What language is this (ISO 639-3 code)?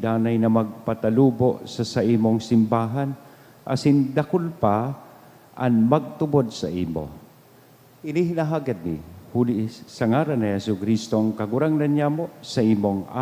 bik